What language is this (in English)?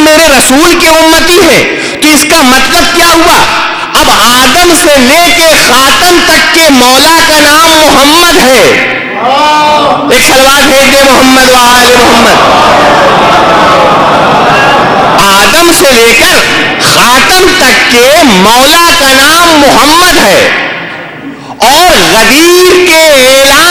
Urdu